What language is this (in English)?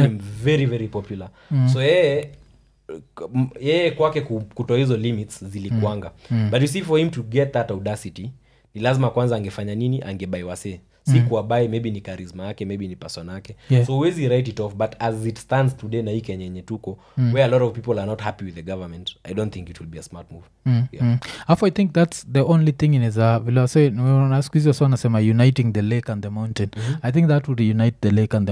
Swahili